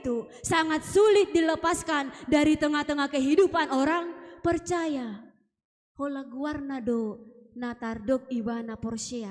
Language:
Batak Toba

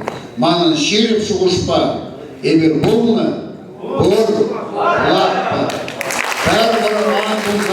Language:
Chuvash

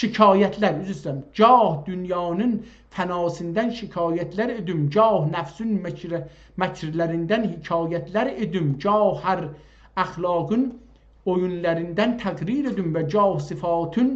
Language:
South Azerbaijani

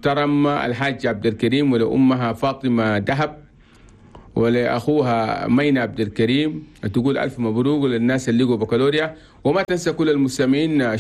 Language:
Chadian Arabic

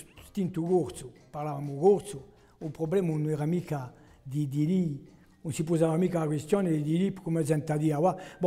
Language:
Corsican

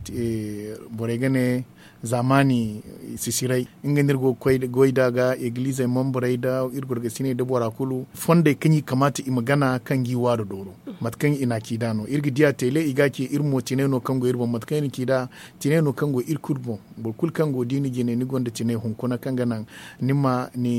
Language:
Zarma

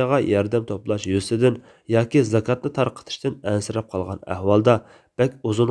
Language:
Uyghur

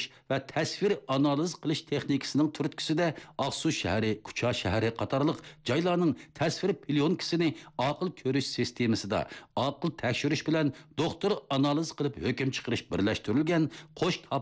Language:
Uyghur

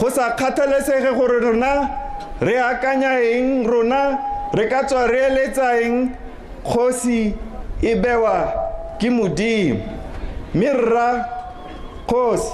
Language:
Tswana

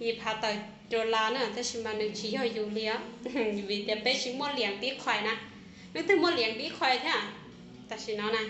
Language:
Hmong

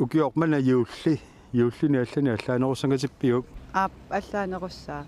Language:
Kalaallisut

